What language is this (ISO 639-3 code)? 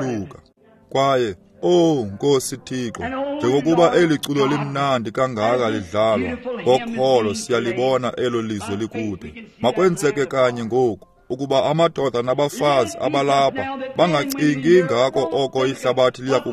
xho